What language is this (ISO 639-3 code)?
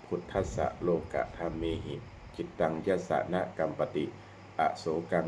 pli